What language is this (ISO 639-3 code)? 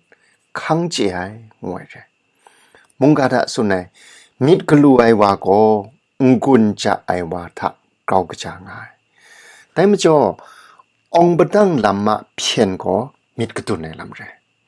kac